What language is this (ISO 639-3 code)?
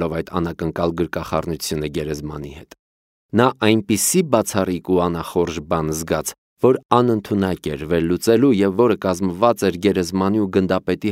hye